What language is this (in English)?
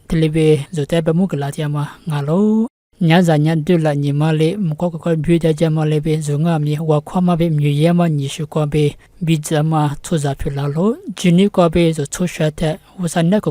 Lisu